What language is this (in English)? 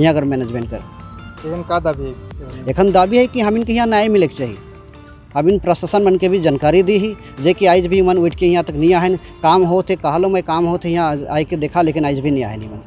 Sadri